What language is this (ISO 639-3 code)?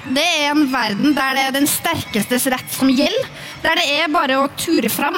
nor